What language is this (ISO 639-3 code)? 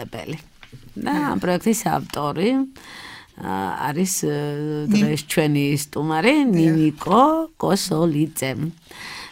kat